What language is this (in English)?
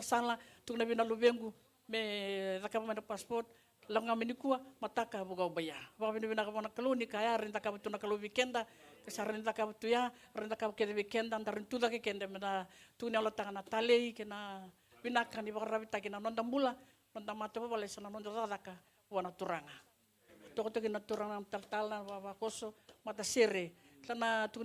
Fijian